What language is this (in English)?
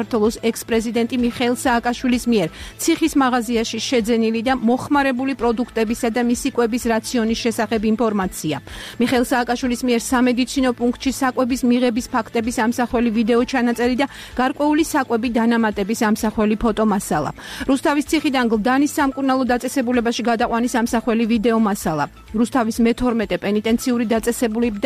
Georgian